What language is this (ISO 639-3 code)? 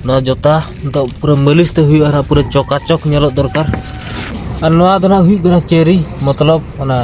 sat